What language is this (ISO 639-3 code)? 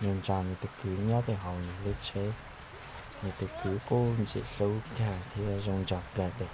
hmn